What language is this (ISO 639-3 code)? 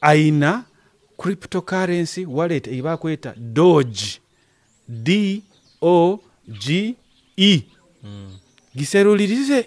nyo